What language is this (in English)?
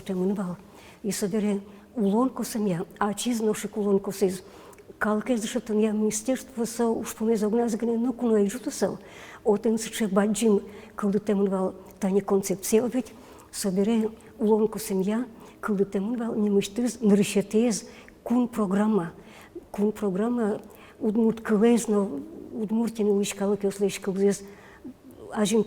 Udmurt